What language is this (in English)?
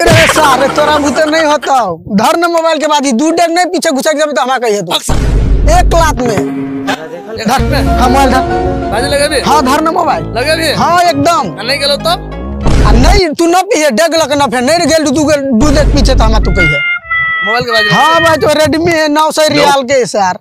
Maithili